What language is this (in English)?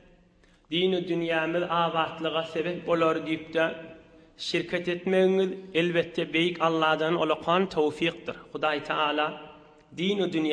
Turkmen